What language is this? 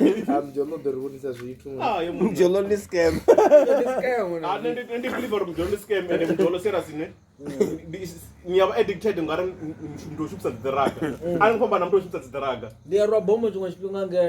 Venda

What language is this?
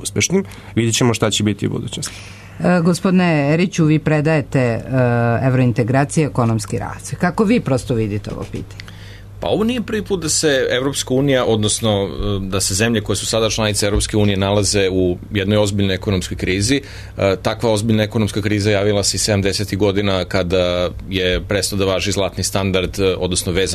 Serbian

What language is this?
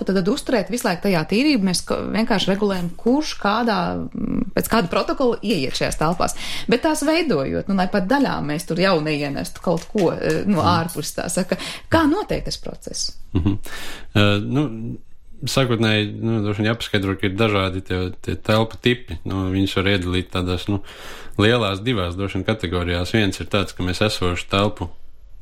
Latvian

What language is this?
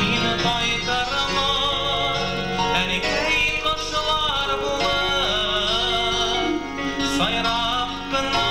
Bashkir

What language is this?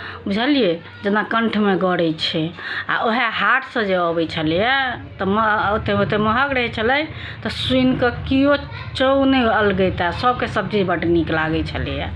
Maithili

